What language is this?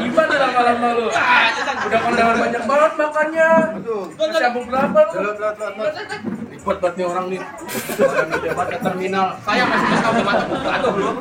Betawi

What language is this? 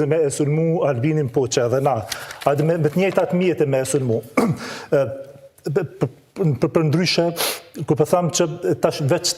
Albanian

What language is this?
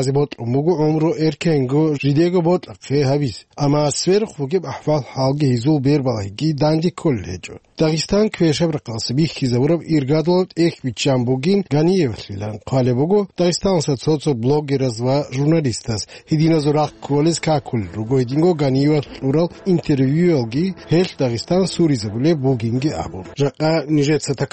Avaric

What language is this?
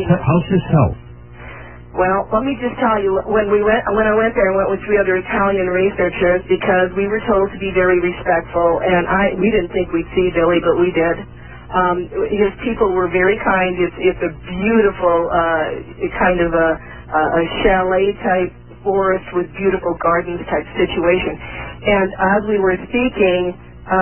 English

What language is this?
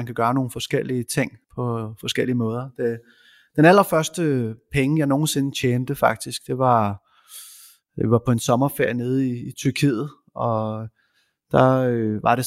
Danish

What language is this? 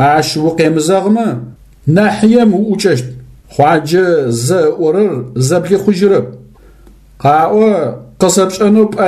Adyghe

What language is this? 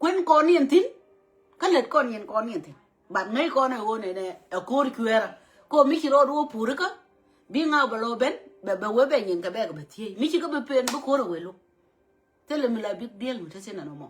Nuer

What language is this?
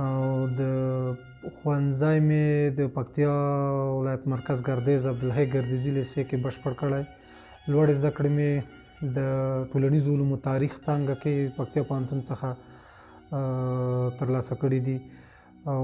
Pashto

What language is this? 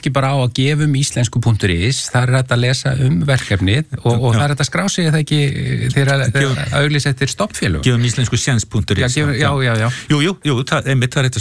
Icelandic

